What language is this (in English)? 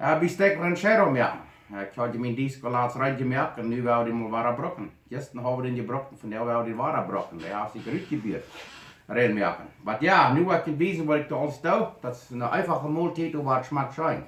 Plautdietsch